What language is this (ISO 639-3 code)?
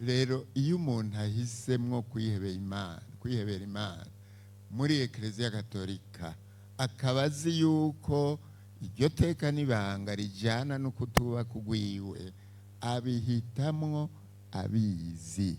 run